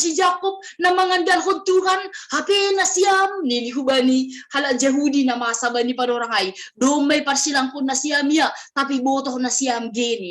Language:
Batak Simalungun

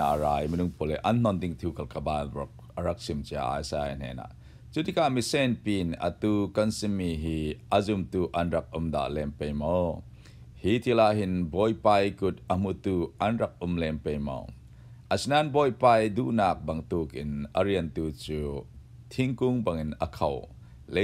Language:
Falam Chin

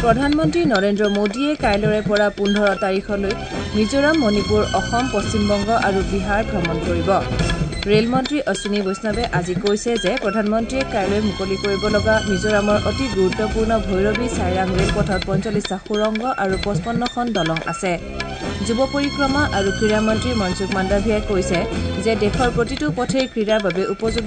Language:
Assamese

